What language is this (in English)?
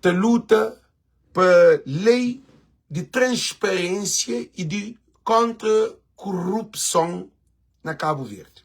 Kabuverdianu